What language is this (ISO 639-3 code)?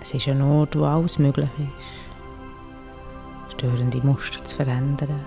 gsw